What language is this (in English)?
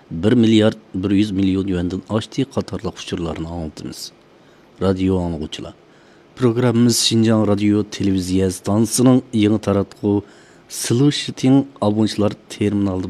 Uyghur